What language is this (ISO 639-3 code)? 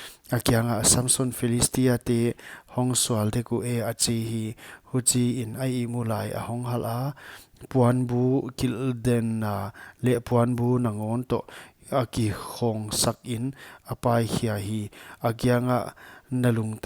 pck